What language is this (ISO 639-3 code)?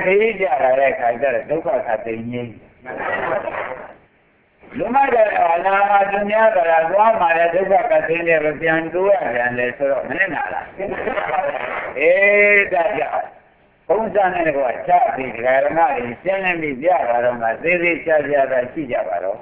mya